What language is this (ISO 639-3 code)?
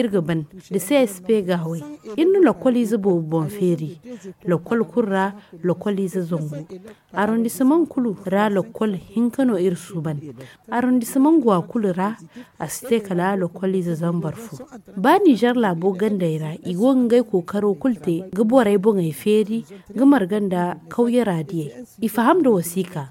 dje